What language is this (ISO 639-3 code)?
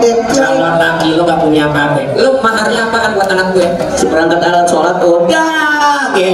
bew